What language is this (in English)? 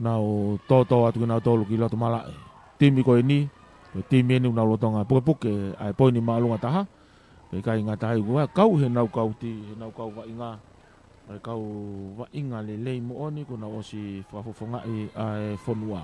Tongan